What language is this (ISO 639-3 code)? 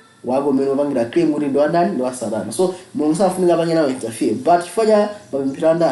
nya